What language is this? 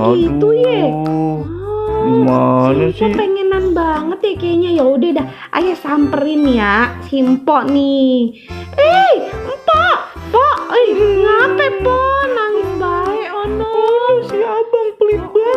Betawi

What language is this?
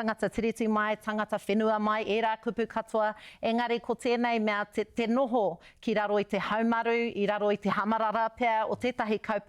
Māori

